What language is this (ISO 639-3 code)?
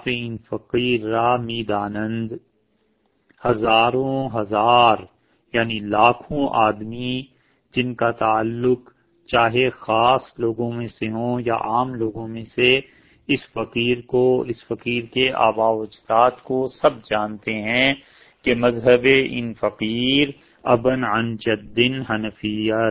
urd